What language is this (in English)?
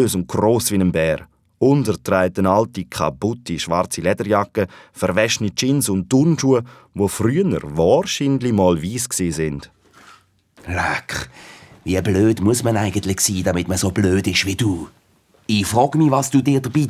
Swiss German